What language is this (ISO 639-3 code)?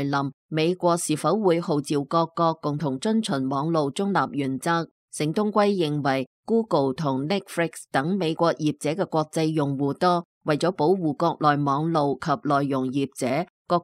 yue